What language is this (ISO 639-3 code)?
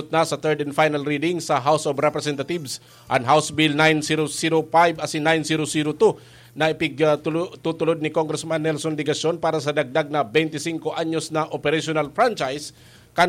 bik